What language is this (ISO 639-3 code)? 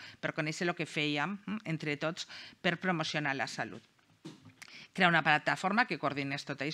cat